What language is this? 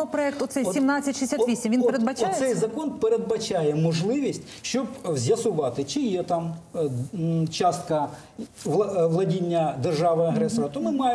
Ukrainian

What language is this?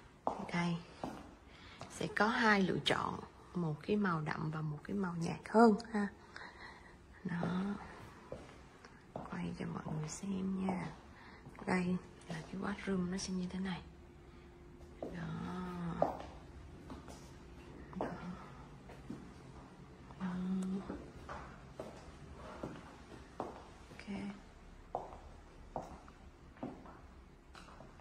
Vietnamese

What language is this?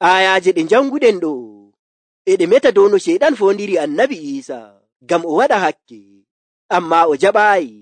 Nigerian Fulfulde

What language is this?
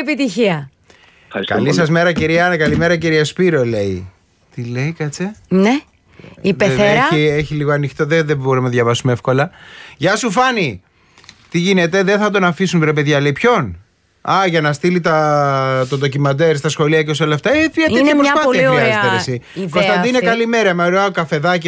Greek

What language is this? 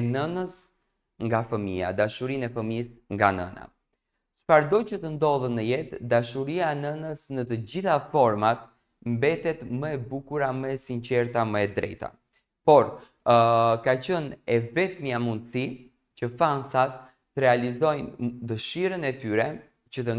Albanian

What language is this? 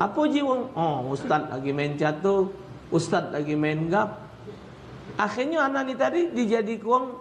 Musi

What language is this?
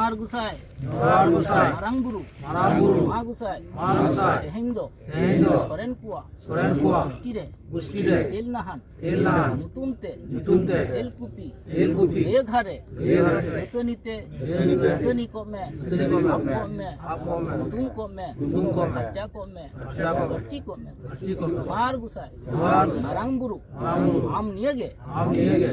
Santali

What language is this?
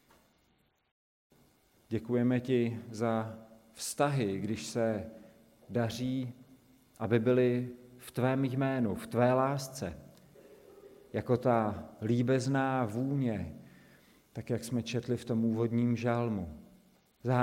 Czech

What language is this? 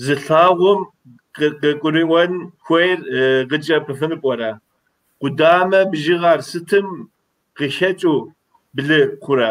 Kabardian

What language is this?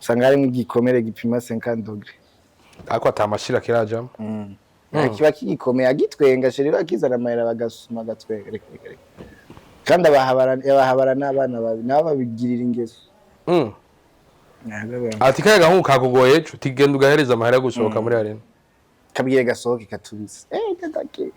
Rundi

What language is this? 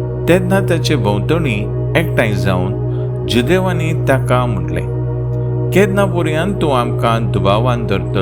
Konkani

